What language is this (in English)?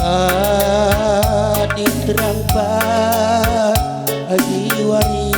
Batak Karo